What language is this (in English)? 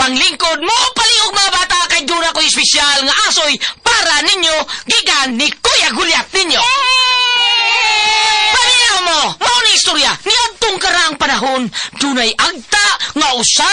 Cebuano